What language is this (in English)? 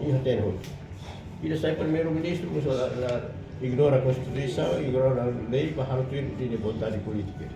Tetum